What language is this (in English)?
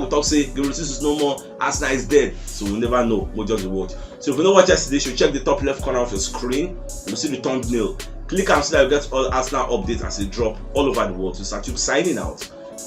Nigerian Pidgin